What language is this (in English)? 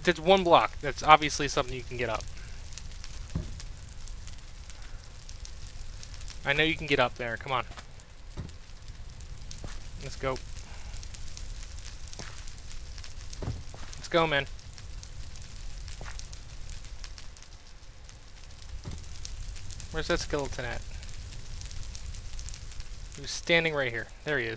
English